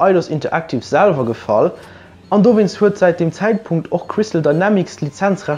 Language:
Luxembourgish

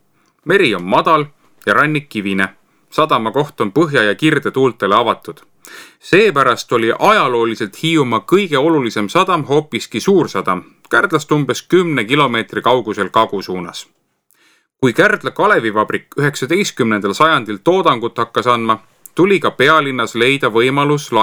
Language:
Estonian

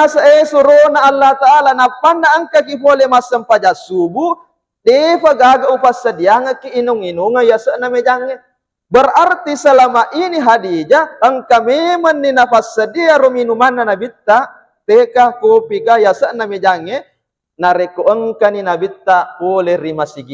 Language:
Buginese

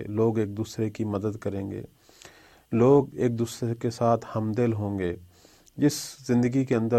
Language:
Urdu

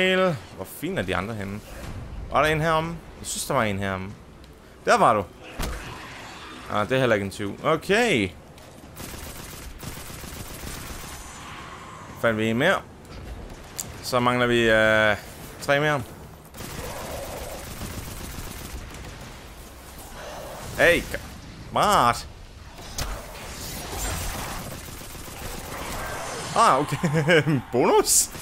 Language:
Danish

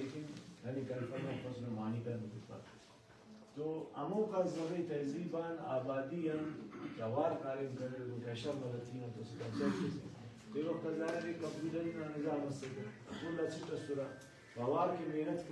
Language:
Brahui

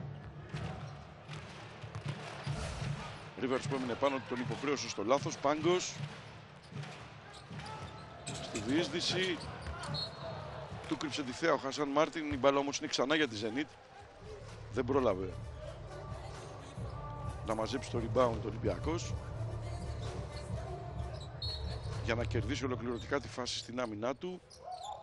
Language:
Greek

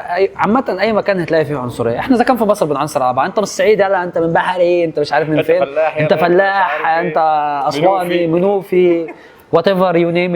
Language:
Egyptian Arabic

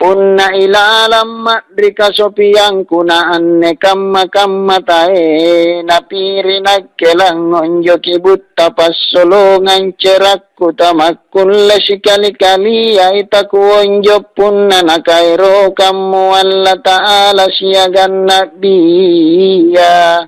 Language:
Makasar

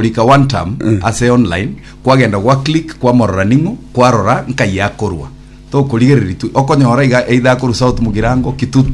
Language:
Gusii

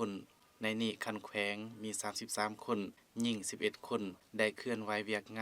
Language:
Lao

